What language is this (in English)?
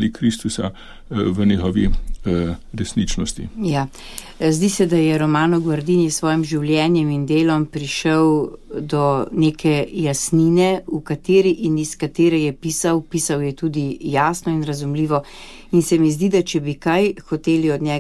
Slovenian